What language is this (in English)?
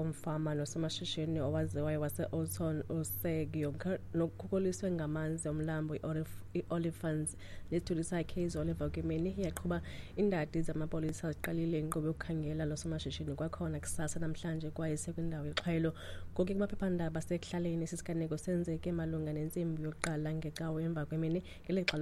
Xhosa